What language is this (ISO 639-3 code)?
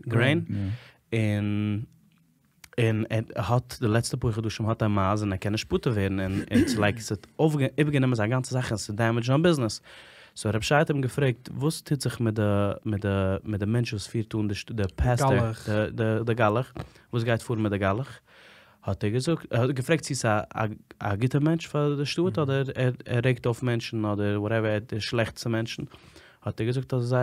yid